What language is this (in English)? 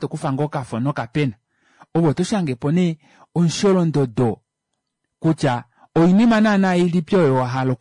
Kuanyama